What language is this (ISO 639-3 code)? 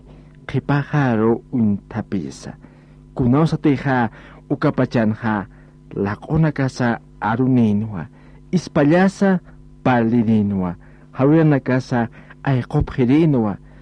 aym